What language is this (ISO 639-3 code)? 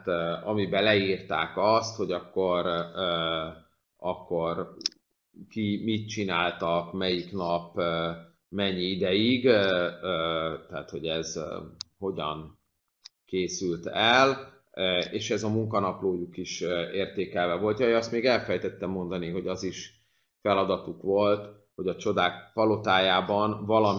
hun